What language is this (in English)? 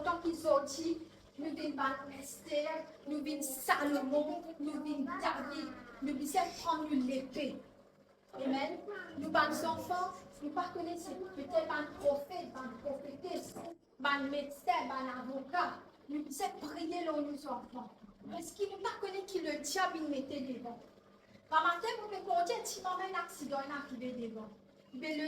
Morisyen